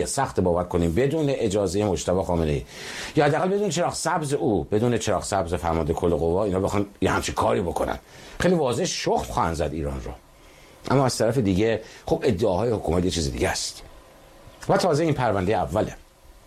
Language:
Persian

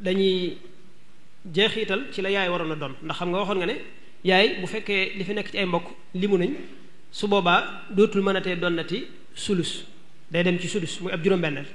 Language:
Wolof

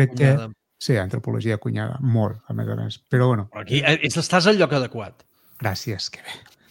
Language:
Catalan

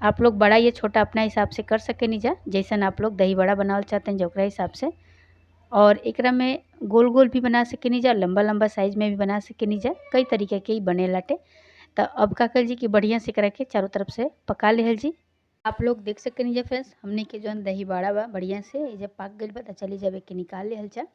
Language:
Bhojpuri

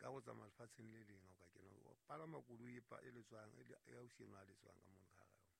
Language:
Southern Sotho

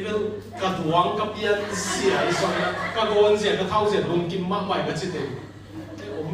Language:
Tedim Chin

